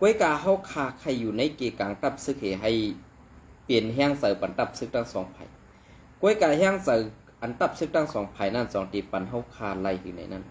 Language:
Shan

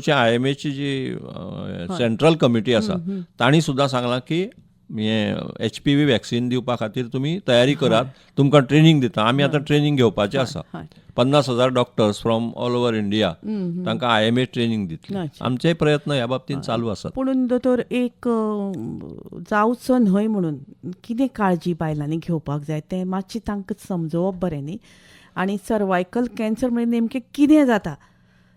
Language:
Konkani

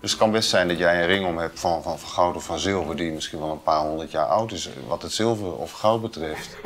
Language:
Western Frisian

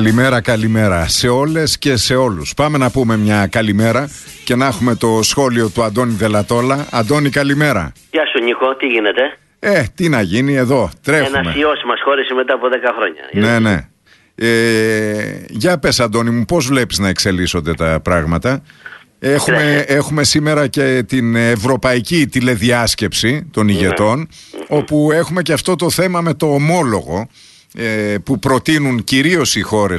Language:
Greek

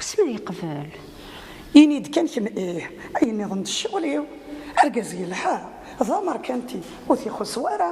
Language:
Kabyle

